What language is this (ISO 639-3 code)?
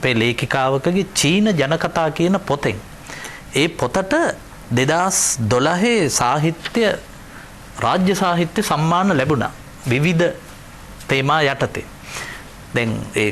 sin